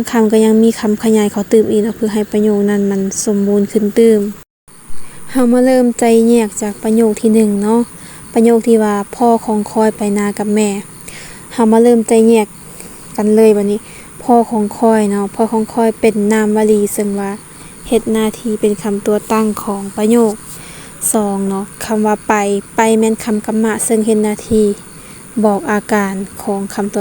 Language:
Lao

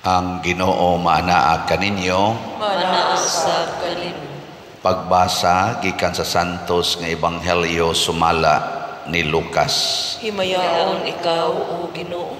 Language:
Cebuano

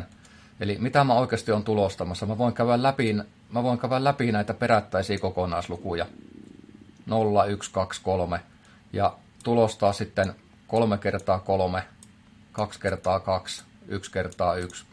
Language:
Finnish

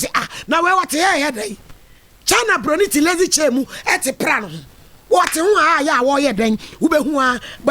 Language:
Akan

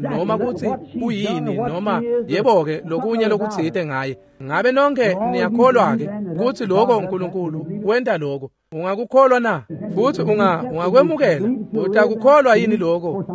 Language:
Swati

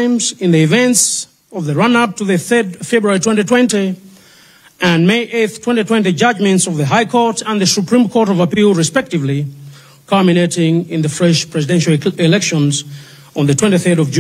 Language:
Nyanja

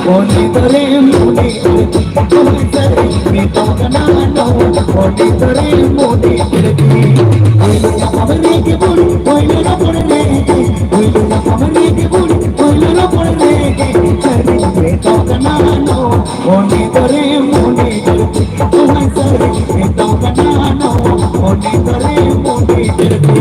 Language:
Santali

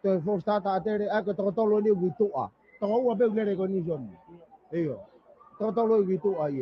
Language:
Tongan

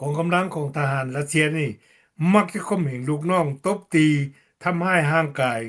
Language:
Lao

